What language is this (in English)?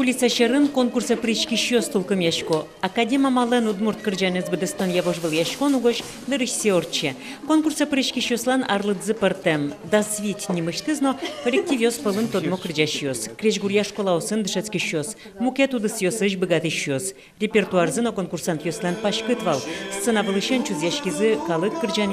Udmurt